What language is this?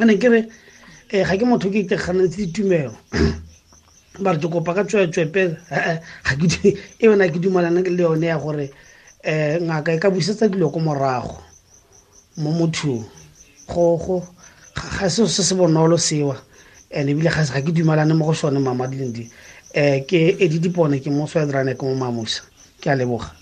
Tswana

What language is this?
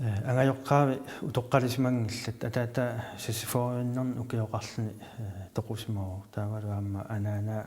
Kalaallisut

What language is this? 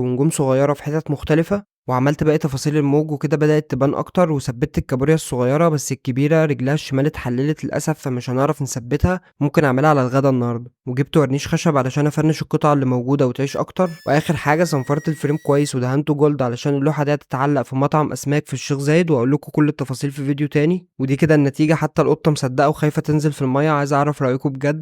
Egyptian Arabic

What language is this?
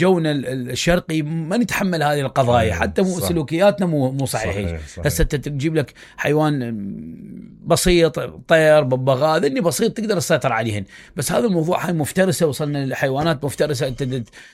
Mesopotamian Arabic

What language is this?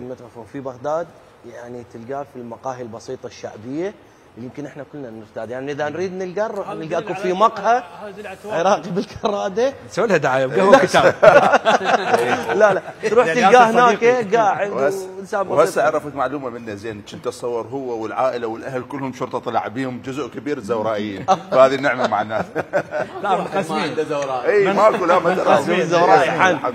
Mesopotamian Arabic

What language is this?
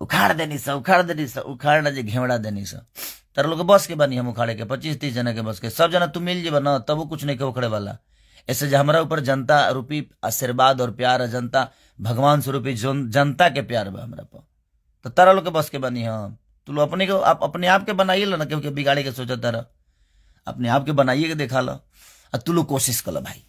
Bhojpuri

